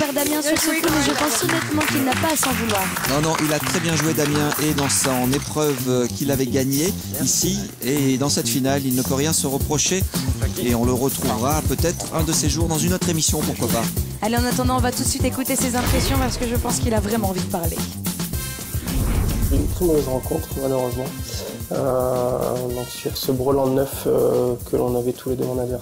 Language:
French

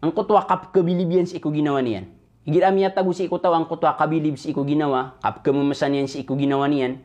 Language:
Maranao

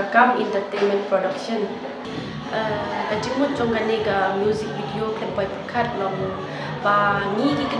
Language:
Khasi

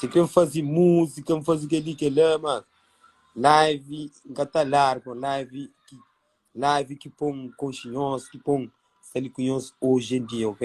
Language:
Kabuverdianu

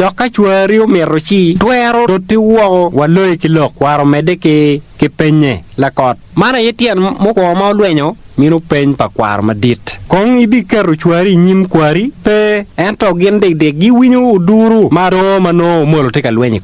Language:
Acoli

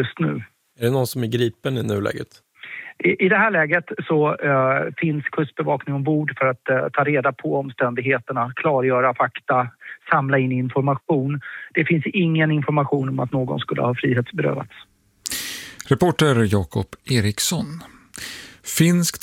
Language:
Swedish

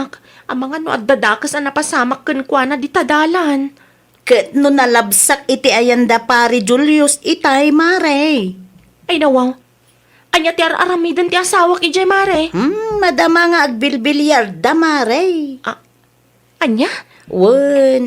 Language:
Iloko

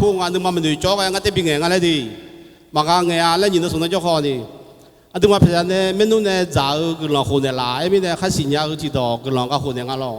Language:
Akha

